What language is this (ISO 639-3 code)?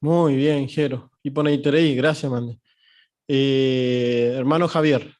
grn